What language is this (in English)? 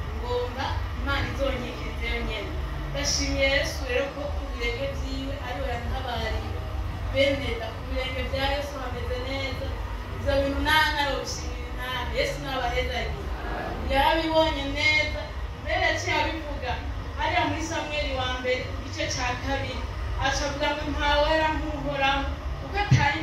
Rundi